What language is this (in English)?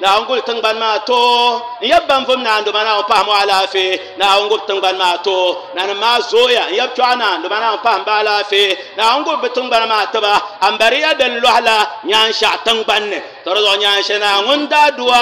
Dagbani